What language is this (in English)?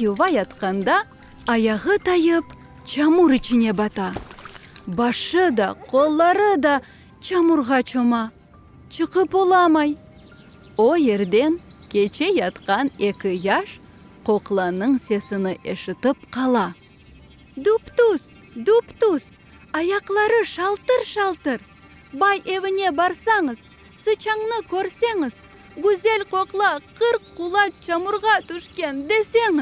Crimean Tatar